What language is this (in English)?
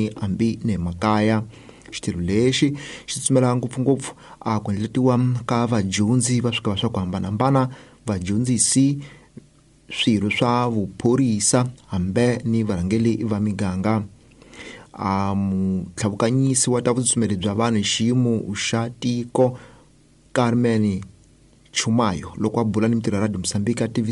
Tsonga